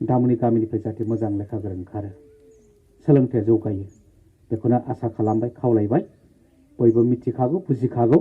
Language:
Bodo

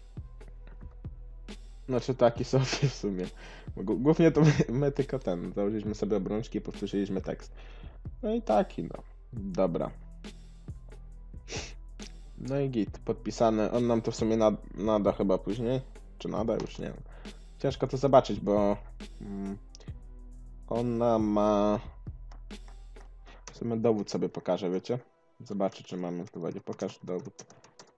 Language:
Polish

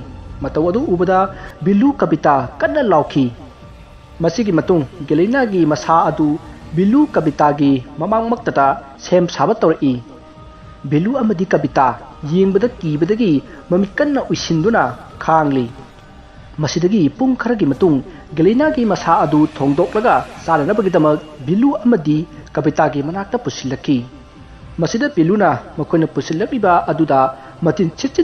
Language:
Manipuri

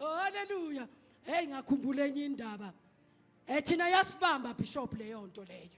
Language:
Zulu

